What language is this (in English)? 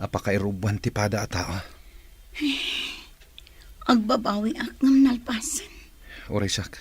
Iloko